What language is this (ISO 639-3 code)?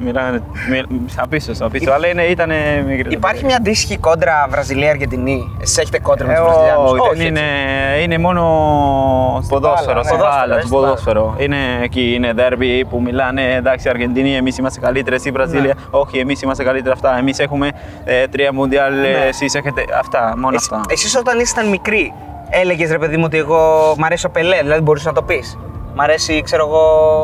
ell